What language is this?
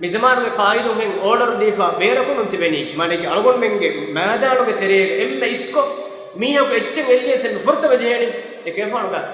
Divehi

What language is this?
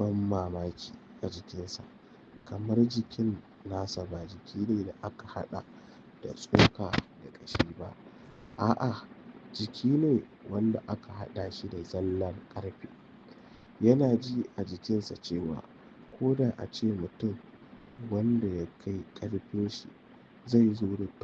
Hausa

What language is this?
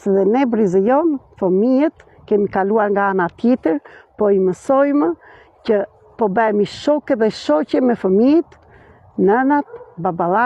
Albanian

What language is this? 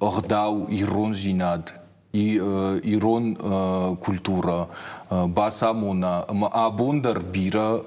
Ossetic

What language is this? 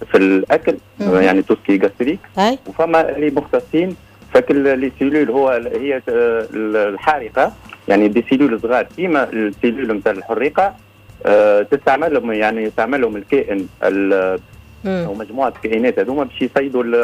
Tunisian Arabic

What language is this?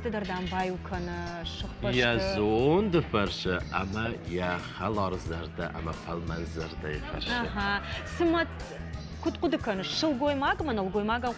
Ossetic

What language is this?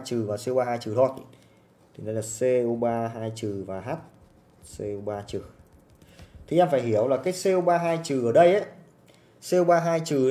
Vietnamese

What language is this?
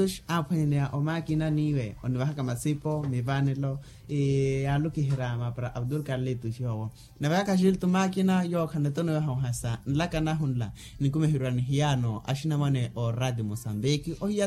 Makhuwa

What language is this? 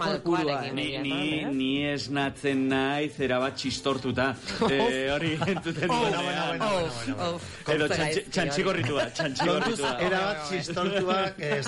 Basque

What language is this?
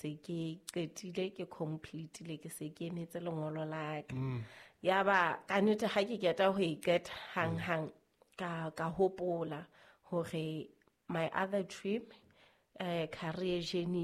Southern Sotho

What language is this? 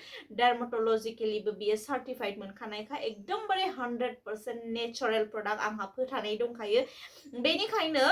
Bodo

